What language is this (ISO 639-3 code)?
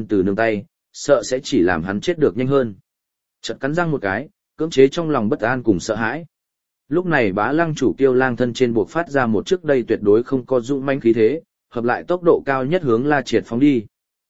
vie